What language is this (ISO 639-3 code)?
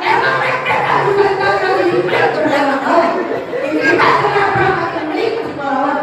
bew